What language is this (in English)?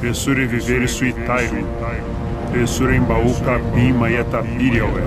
Nheengatu